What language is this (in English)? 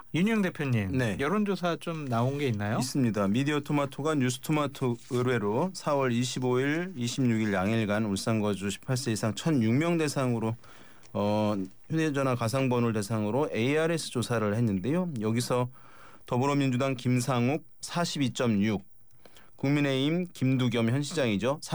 Korean